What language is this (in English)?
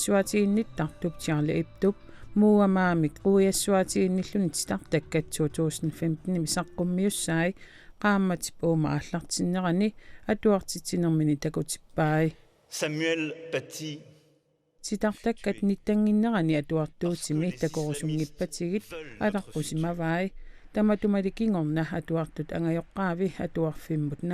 Kalaallisut